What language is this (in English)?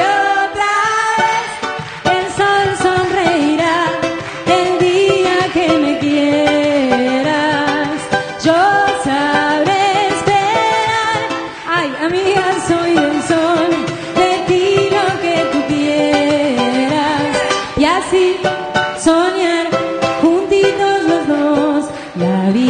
Spanish